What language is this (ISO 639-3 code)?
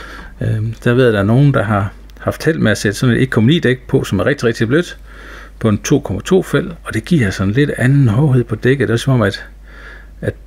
dan